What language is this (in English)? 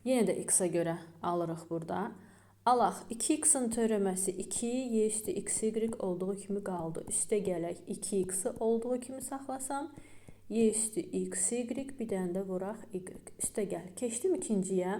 Azerbaijani